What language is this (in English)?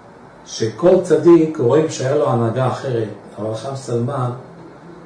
Hebrew